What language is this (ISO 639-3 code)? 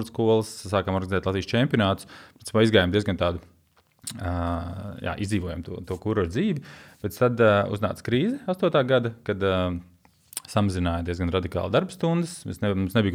lav